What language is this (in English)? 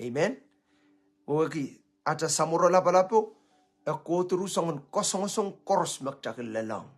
Pohnpeian